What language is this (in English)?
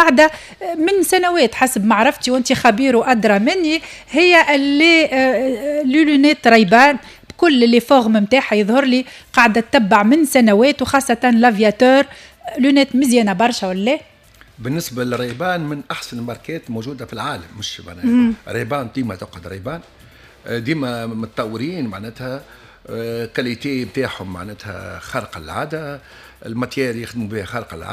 Tunisian Arabic